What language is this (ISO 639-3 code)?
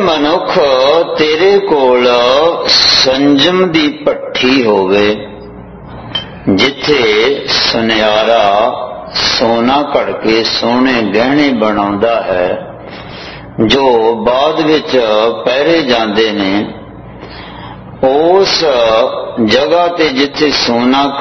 pan